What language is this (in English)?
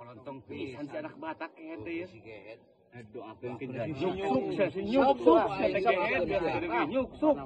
Sundanese